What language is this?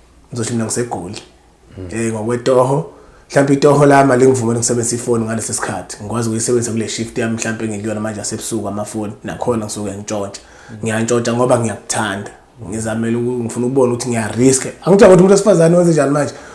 Zulu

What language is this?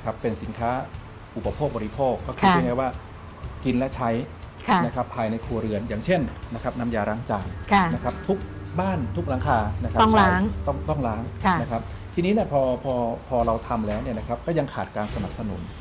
Thai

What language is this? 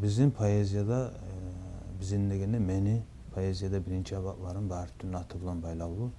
Kumyk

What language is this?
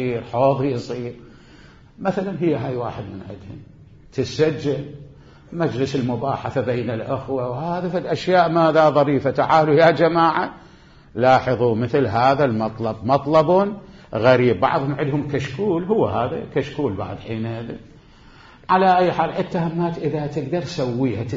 Mesopotamian Arabic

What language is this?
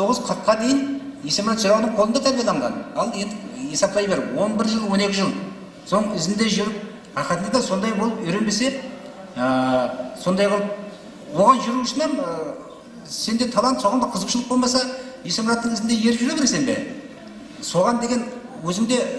Kara-Kalpak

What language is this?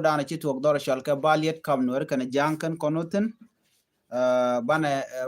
Nuer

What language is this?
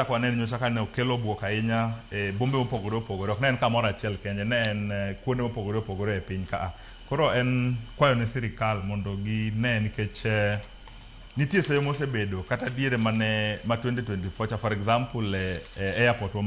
Luo (Kenya and Tanzania)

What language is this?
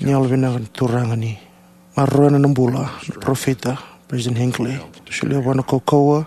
Fijian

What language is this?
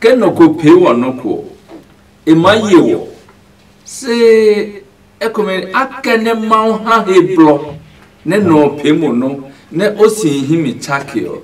Adangme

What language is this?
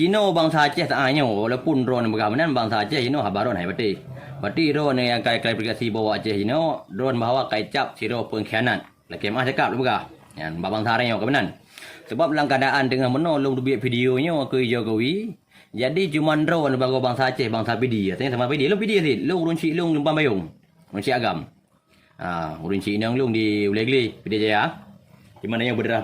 Achinese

